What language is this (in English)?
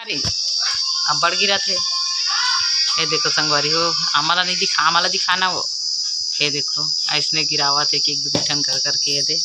Chhattisgarhi